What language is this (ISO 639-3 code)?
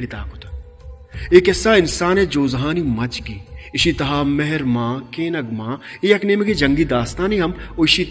bal